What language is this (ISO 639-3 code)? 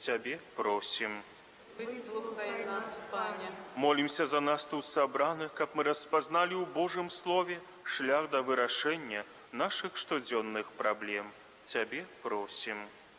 bel